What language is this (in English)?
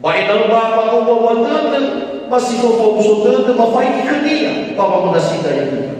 Nias